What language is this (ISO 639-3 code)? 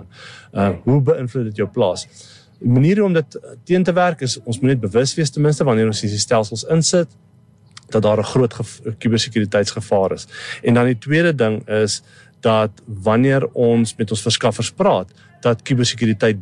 afr